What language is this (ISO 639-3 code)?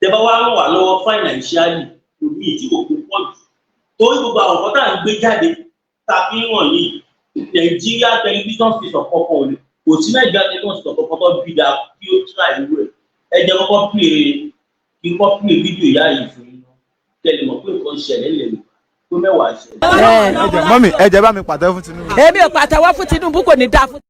yor